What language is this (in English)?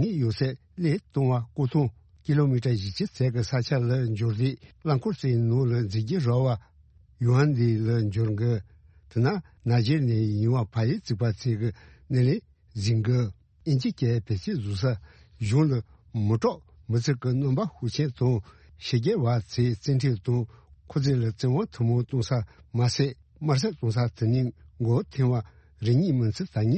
Tibetan